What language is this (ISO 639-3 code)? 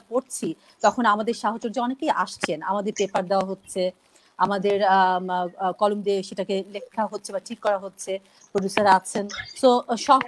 ben